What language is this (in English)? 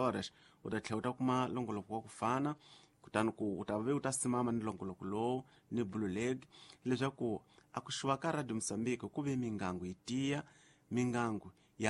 Tsonga